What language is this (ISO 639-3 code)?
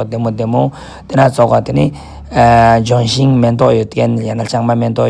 lbj